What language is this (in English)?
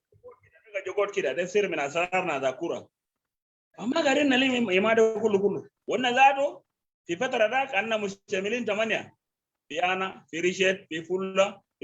Sudanese Arabic